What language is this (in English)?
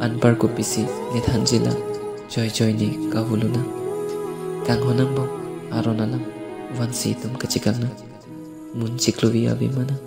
Karbi